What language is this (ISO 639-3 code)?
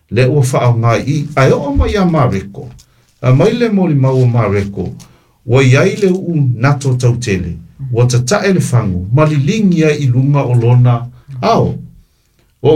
smo